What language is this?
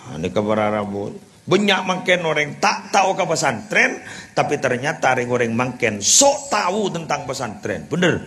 Madurese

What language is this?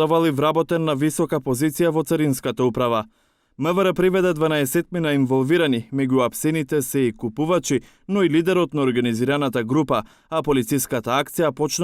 Macedonian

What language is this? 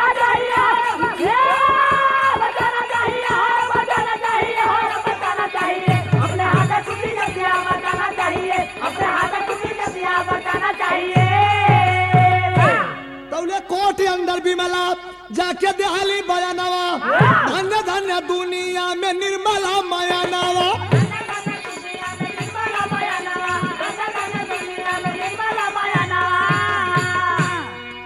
Bhojpuri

